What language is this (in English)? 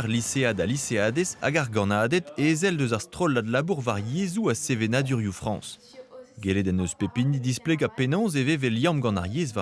Breton